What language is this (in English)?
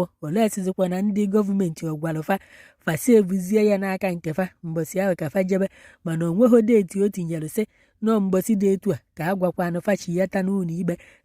Igbo